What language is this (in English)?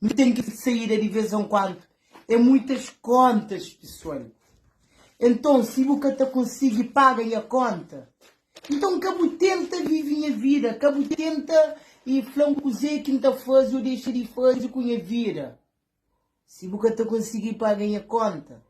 Kabuverdianu